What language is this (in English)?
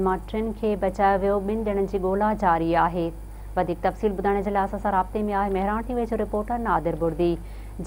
Sindhi